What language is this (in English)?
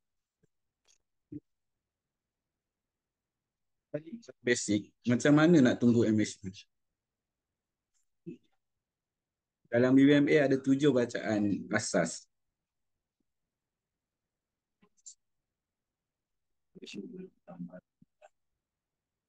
Malay